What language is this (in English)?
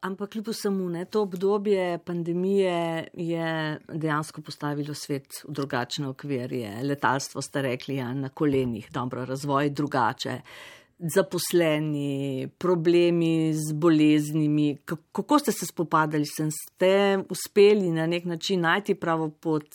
Slovenian